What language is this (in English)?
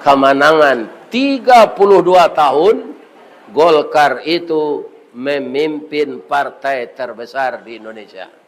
Minangkabau